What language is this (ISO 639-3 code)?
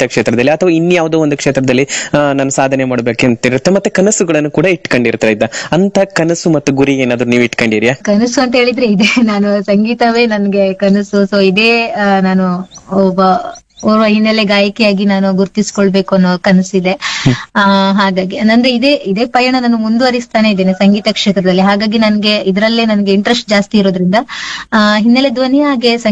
kan